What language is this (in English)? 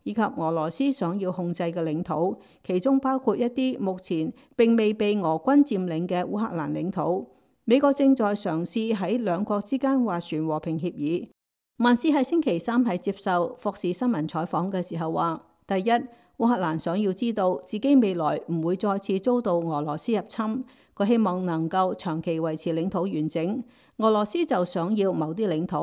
Cantonese